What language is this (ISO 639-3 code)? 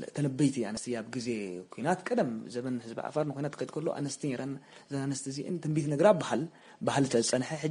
tir